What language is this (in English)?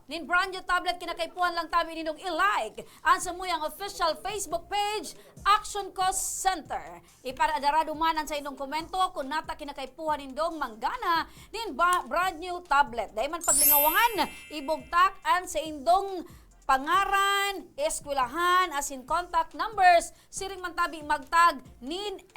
Bikol